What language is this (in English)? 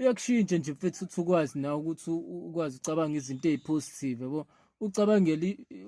Zulu